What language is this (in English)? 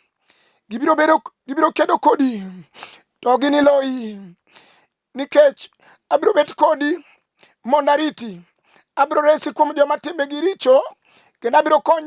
Luo (Kenya and Tanzania)